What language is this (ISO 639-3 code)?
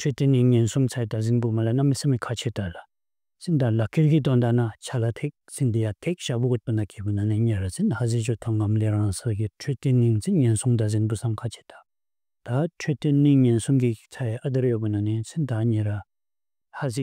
kjz